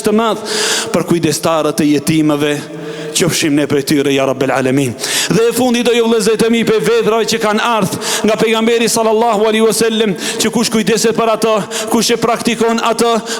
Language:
Albanian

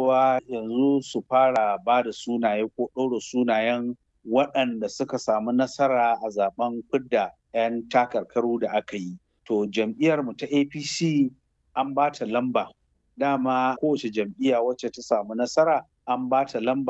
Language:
Hausa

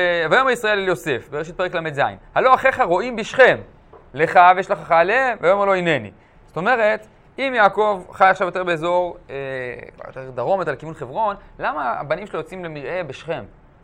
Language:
Hebrew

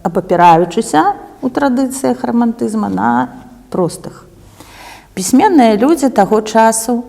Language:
Belarusian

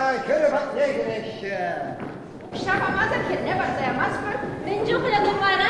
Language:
Chuvash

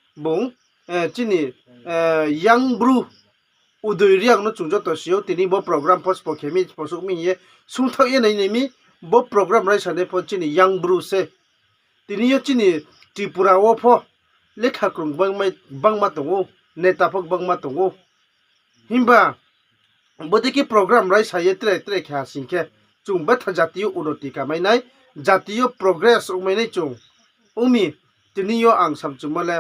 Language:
Riang (India)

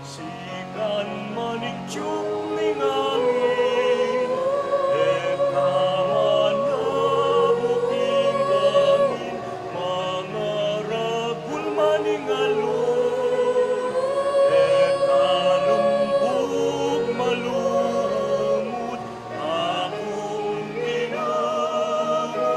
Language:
Pampanga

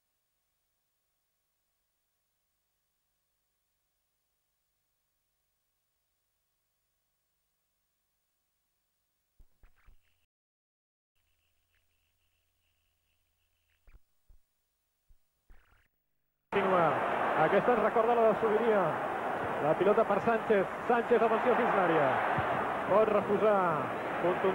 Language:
Catalan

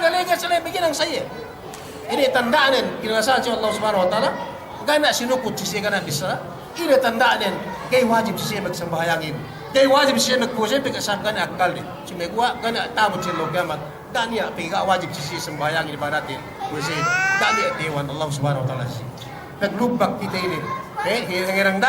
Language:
Yakan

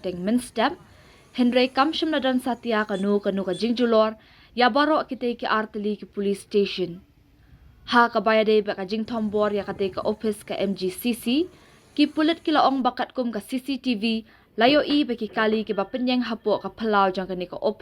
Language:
Khasi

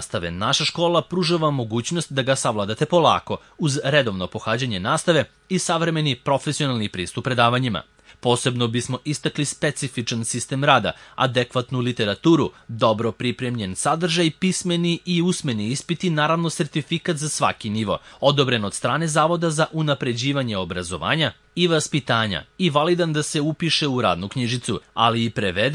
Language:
Serbian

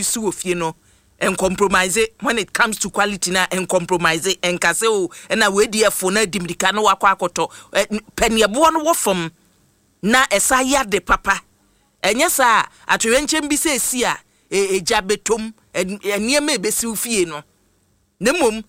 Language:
Akan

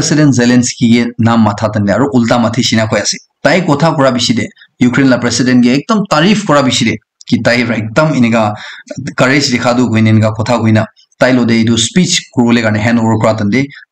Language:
Naga Pidgin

